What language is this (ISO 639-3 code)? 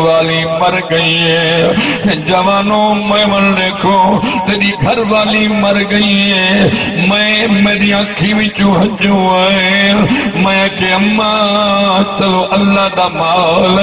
skr